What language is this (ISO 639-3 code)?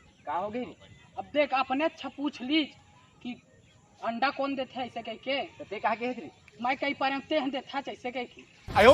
hne